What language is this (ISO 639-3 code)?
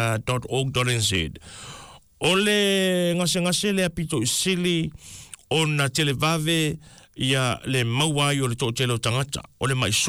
smo